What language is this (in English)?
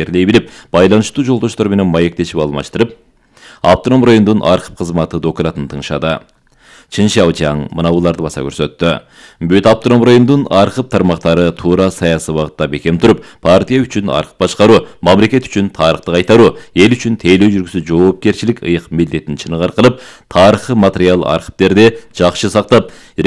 Kyrgyz